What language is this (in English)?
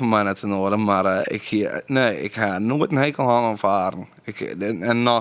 Western Frisian